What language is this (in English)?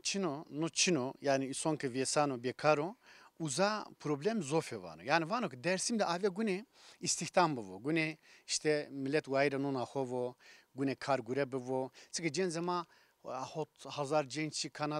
Zaza